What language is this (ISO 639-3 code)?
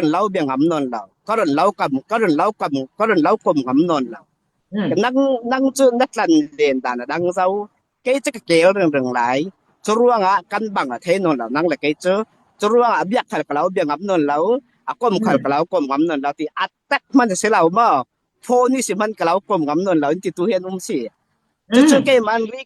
cfm